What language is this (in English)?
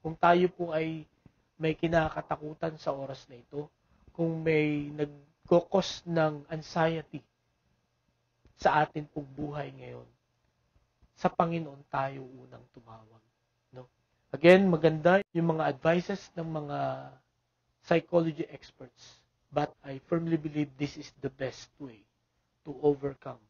Filipino